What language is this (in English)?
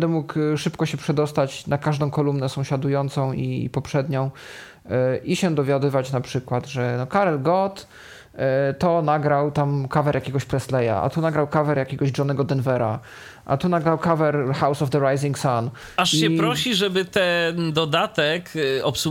Polish